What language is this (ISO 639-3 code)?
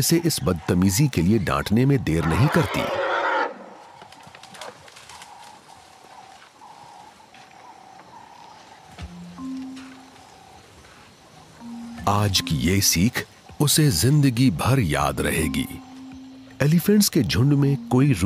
hin